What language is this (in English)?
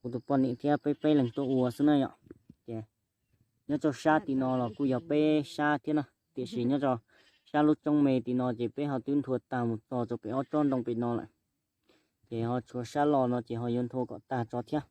Hmong